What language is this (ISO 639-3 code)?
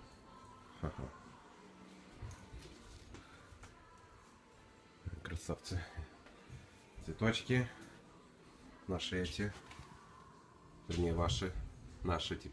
rus